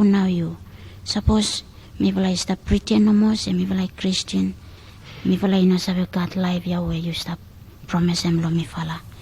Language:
Bislama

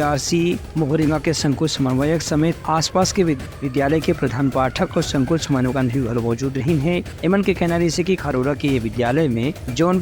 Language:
Chhattisgarhi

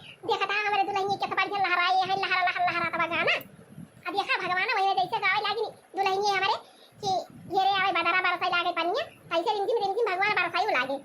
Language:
Awadhi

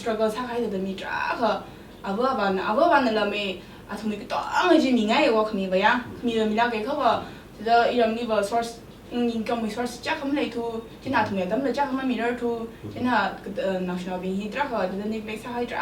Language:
Tangkhul Naga (India)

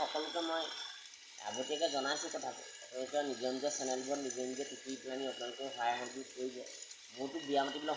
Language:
Assamese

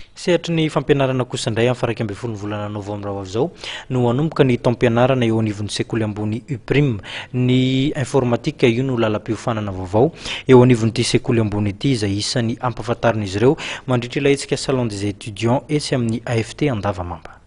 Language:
Malagasy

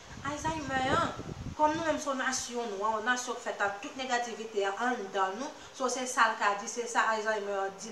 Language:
Haitian Creole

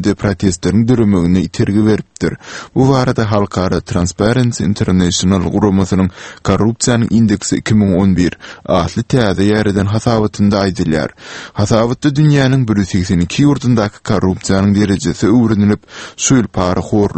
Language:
Turkmen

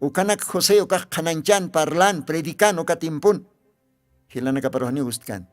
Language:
Aymara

